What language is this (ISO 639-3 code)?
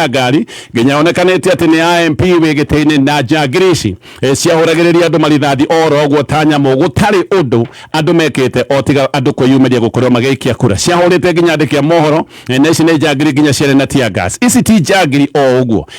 kik